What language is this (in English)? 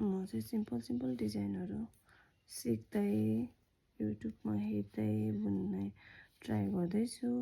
Nepali